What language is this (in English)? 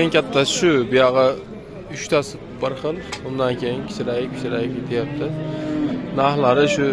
Uzbek